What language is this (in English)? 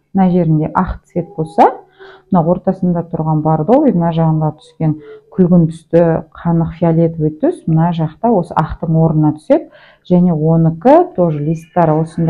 Kazakh